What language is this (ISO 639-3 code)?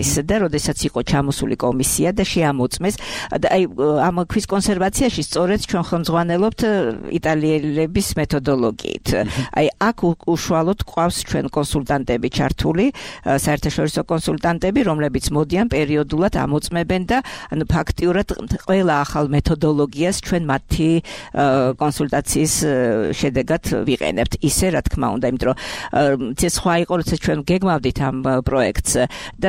kat